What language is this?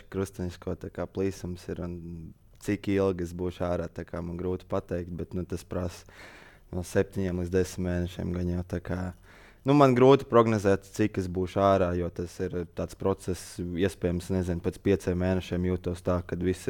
Latvian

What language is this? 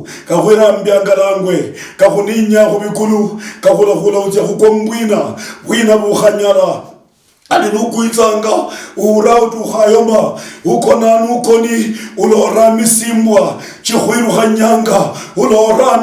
Luyia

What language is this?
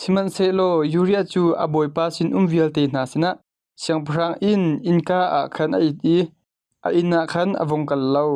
Hakha Chin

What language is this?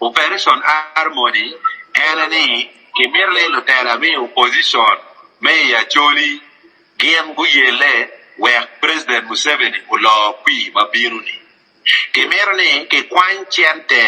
Acoli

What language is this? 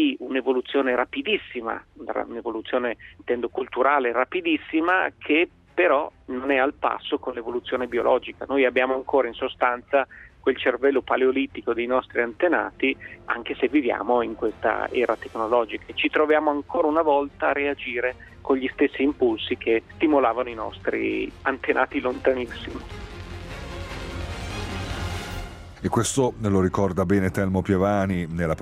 Italian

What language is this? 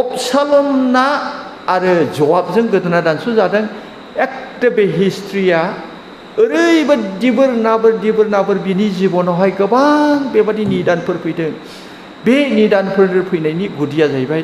Bodo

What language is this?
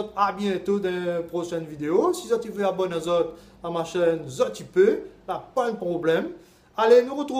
Réunion Creole French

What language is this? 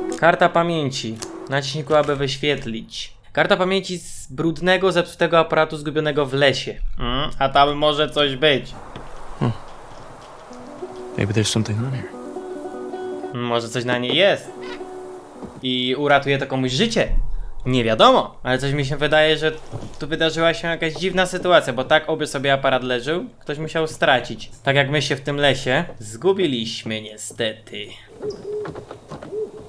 Polish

